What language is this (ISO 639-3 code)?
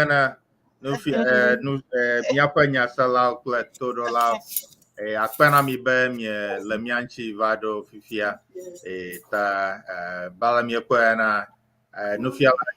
ewe